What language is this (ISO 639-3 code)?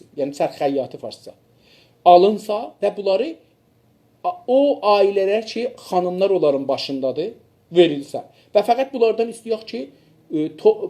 azb